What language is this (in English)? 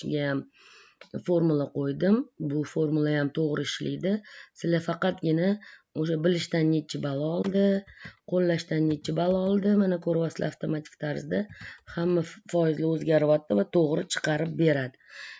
Uzbek